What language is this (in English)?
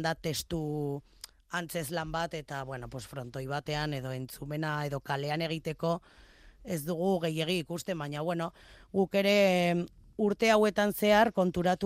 Basque